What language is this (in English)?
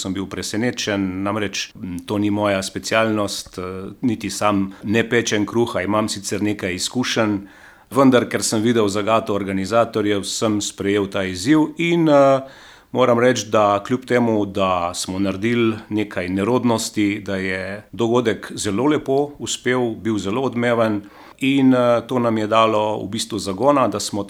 Slovenian